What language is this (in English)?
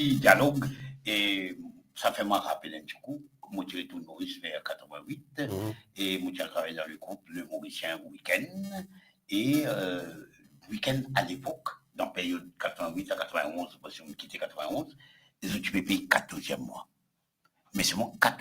Morisyen